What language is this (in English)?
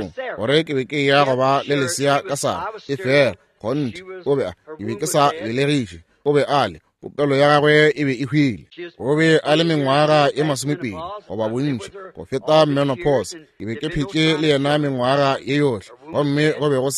Northern Sotho